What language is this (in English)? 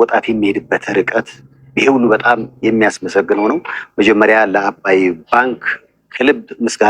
Amharic